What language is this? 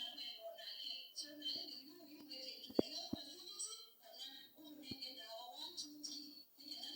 Kamba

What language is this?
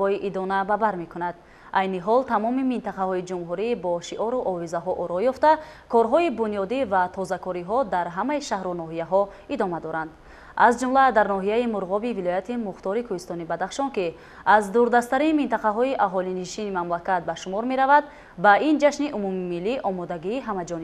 Tajik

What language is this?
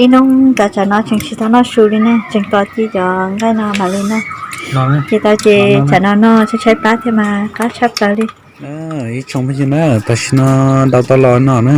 Hmong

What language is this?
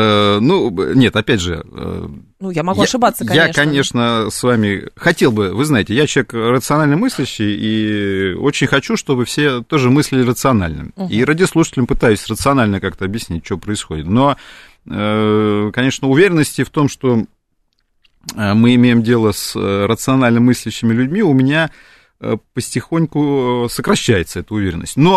Russian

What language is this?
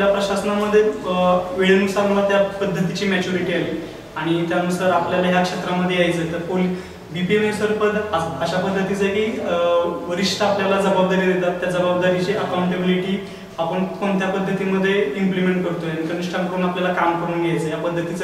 Marathi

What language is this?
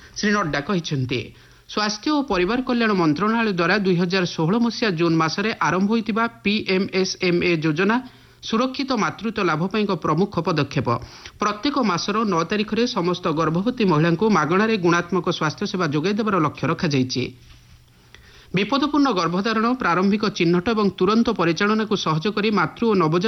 Odia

